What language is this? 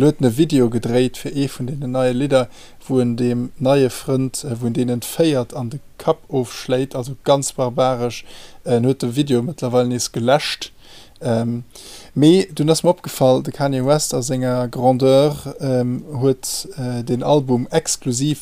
Luxembourgish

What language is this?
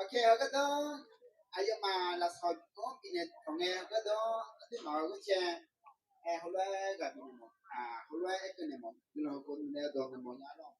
Akha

